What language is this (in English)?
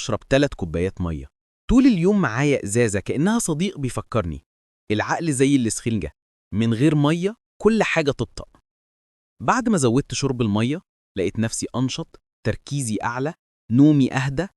Egyptian Arabic